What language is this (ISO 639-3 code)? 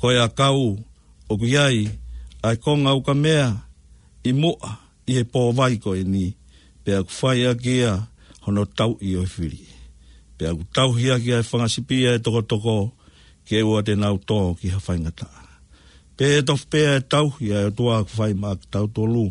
ton